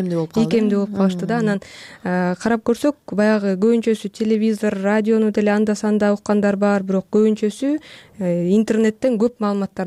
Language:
Kyrgyz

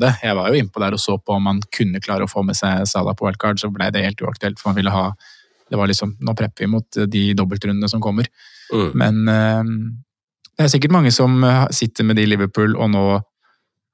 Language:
Norwegian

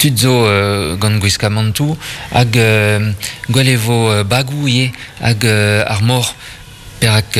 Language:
Breton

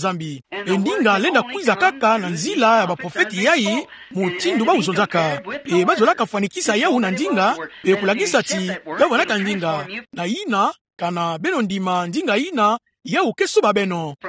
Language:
Kituba (Democratic Republic of Congo)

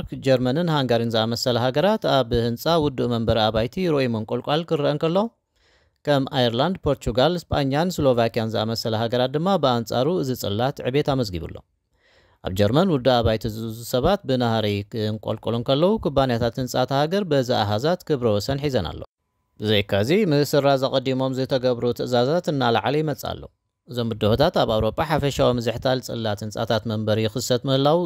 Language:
Tigrinya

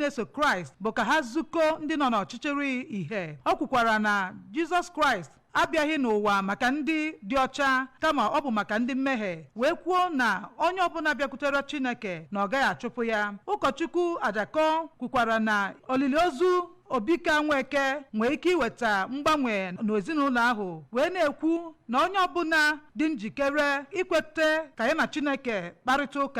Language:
Igbo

